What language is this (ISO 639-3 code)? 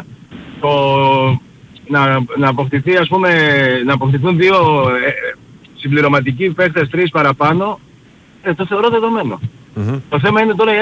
ell